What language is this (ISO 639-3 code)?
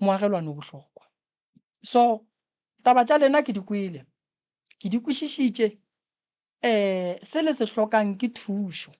nso